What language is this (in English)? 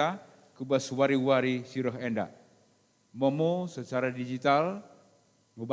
Batak Karo